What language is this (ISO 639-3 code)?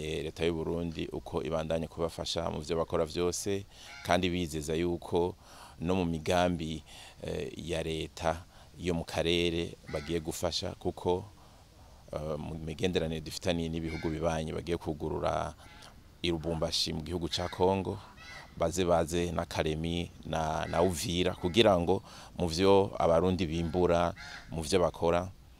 run